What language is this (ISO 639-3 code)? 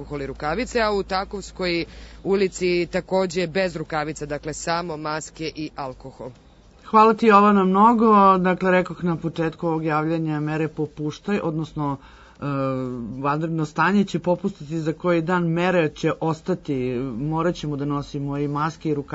srp